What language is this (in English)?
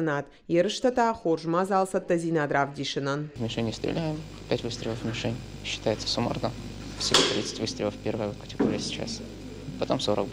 Ossetic